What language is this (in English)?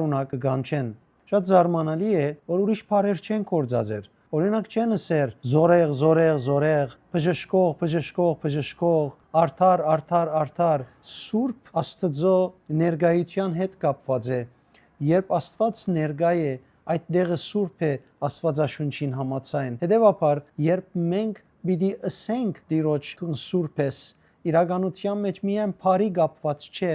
Western Armenian